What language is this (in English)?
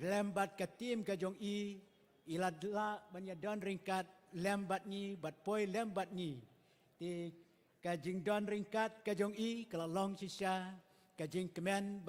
Khasi